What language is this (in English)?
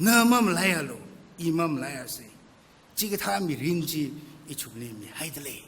Tangkhul Naga (India)